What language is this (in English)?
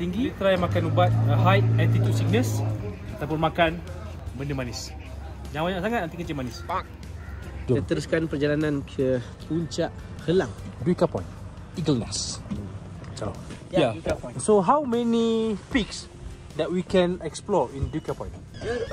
Malay